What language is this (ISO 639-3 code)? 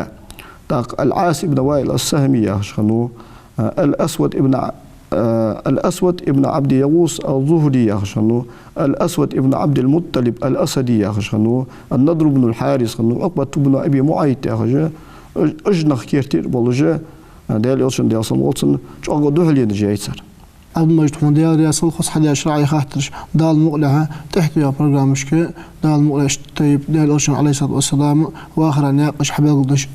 inh